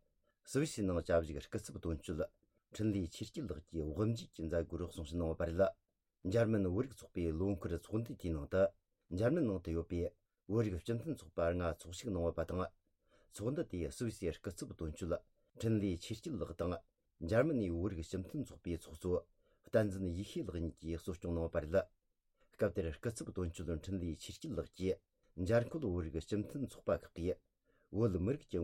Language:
Tibetan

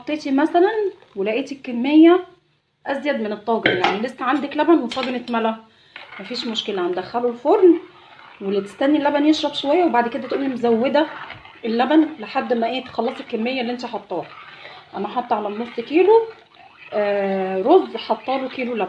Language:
Egyptian Arabic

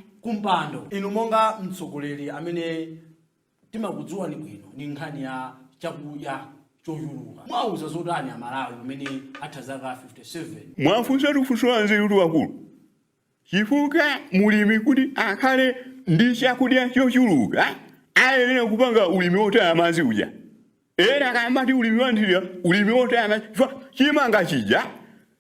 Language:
Nyanja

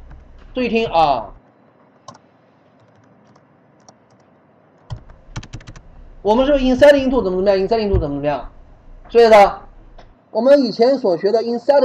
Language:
Chinese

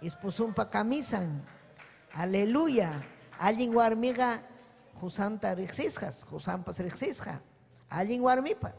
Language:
Ayacucho Quechua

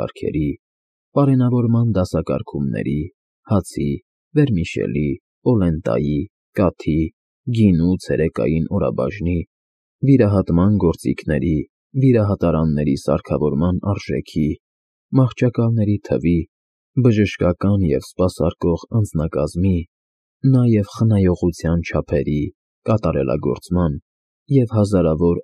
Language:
Armenian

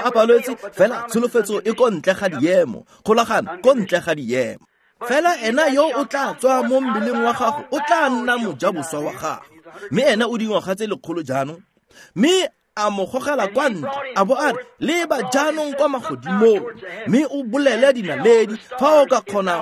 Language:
Tswana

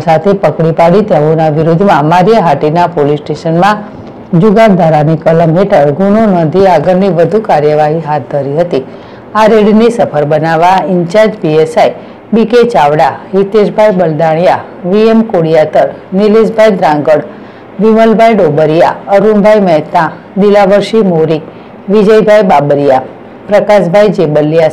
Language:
Gujarati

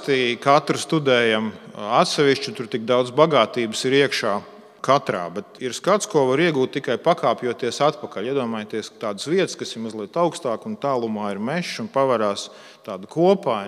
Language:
Latvian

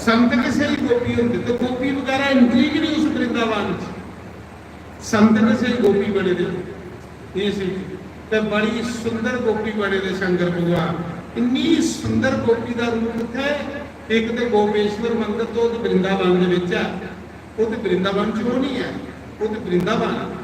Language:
Dogri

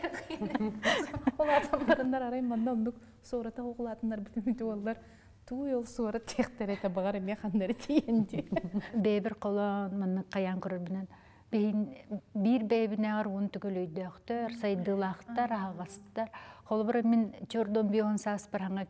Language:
Yakut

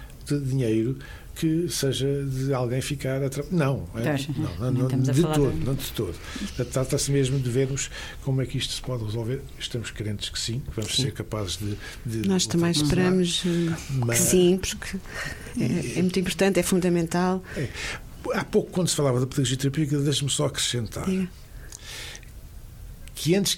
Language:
Portuguese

